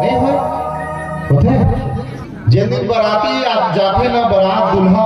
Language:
Chhattisgarhi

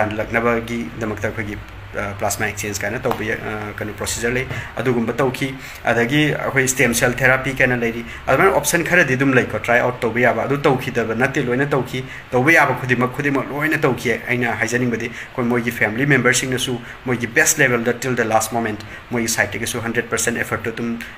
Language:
Manipuri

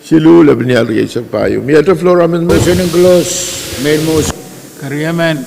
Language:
Pohnpeian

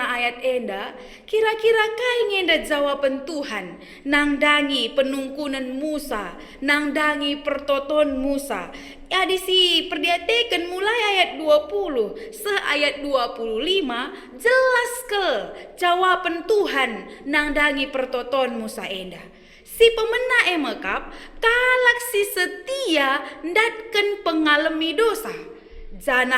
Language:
Batak Karo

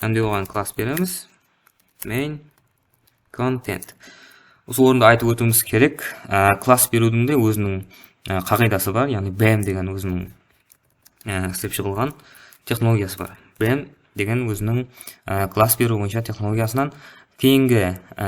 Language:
Kara-Kalpak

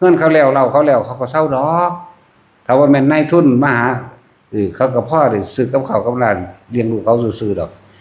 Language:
Lao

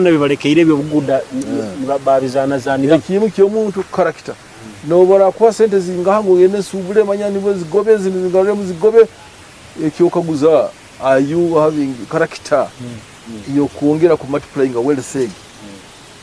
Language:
Nyoro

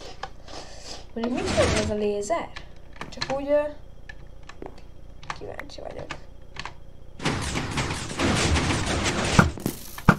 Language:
Hungarian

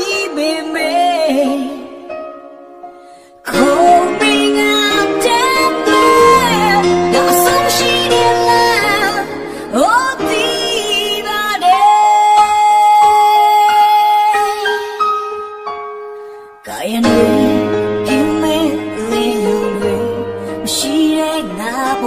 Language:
Burmese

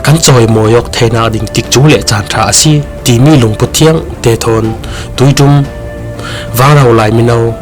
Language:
Falam Chin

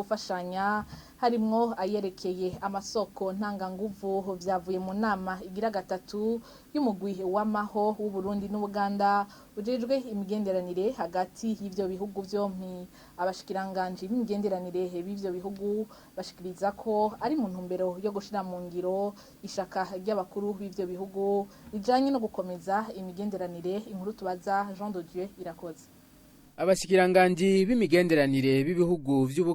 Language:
Rundi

